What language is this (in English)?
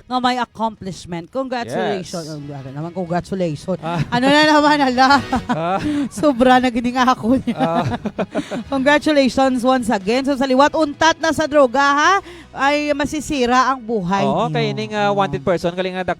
Hiligaynon